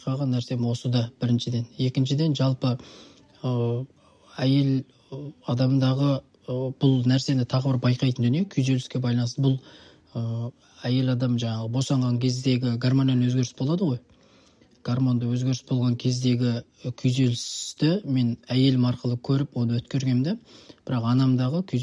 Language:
Kazakh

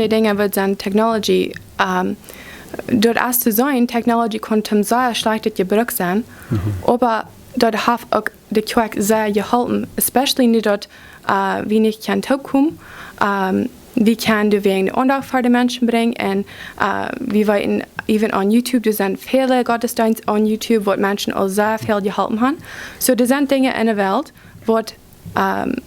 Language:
Plautdietsch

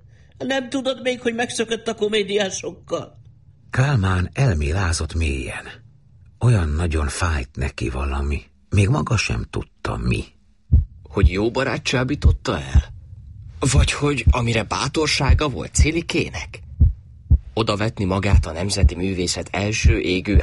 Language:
Hungarian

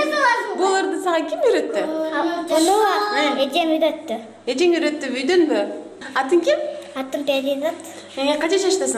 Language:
Kyrgyz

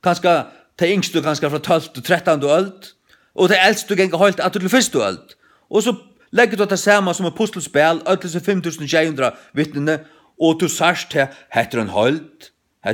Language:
Faroese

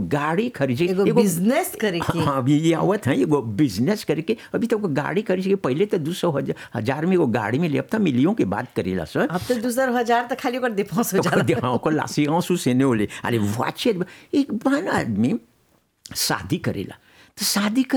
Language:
Bhojpuri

